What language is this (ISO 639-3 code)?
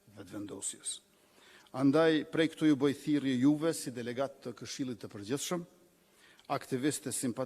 sqi